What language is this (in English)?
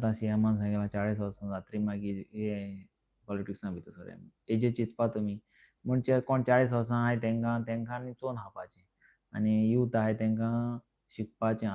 Konkani